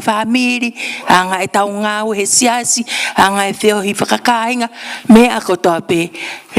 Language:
Tongan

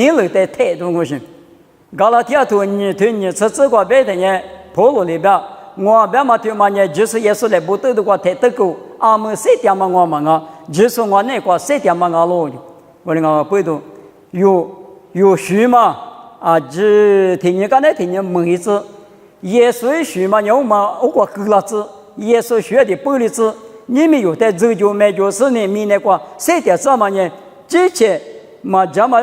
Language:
Lisu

